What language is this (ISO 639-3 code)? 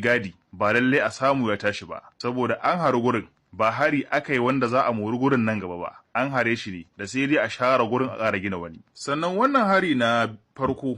hau